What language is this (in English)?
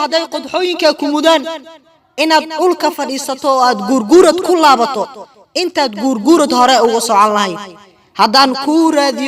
Somali